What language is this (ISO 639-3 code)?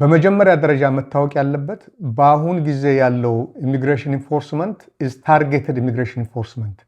amh